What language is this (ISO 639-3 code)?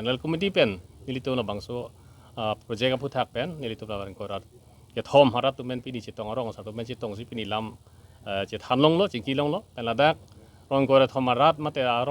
mjw